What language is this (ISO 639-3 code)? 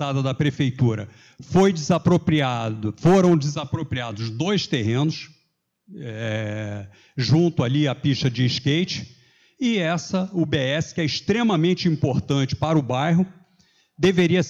por